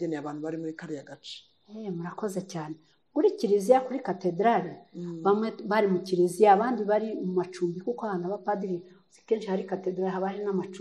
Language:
Kinyarwanda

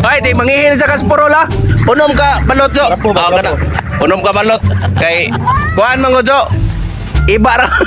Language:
Cebuano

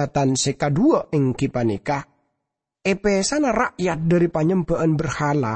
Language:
Madurese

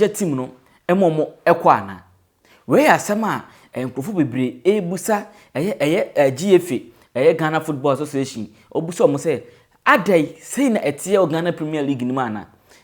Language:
Akan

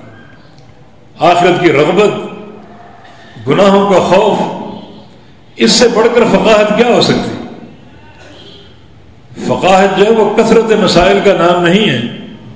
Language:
Urdu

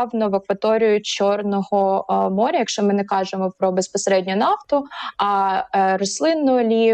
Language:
Ukrainian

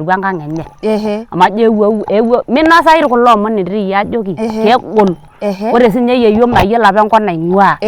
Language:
Masai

